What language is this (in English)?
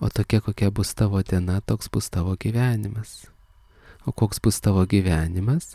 Lithuanian